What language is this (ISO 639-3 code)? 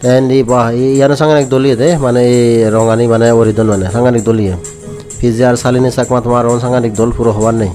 ccp